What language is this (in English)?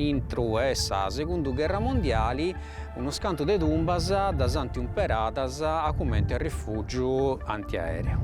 Sardinian